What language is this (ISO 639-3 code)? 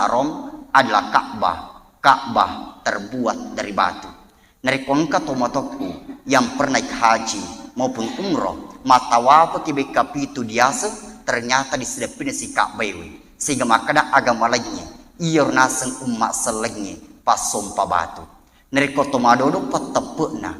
bug